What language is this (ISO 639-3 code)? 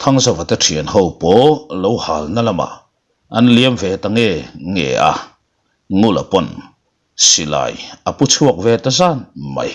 lus